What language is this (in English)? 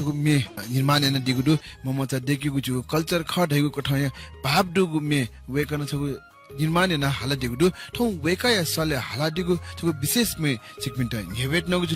Newari